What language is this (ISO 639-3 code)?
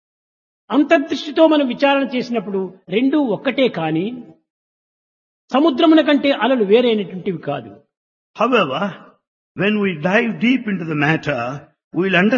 tel